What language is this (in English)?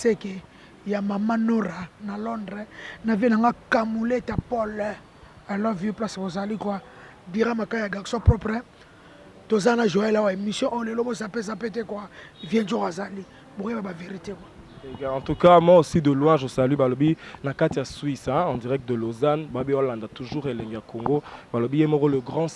Lingala